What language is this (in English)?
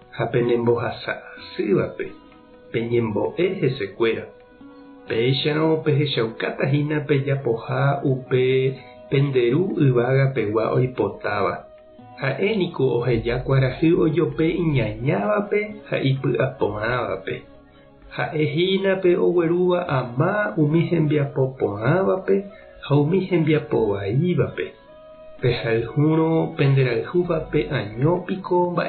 Guarani